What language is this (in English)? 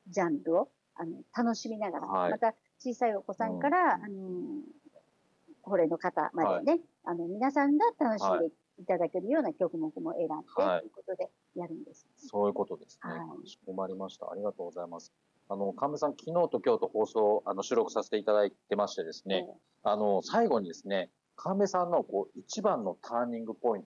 Japanese